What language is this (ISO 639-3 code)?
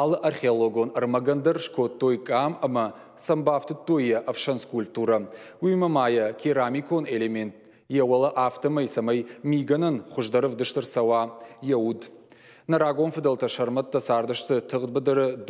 oss